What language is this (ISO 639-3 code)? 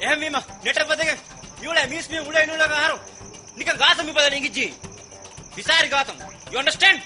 div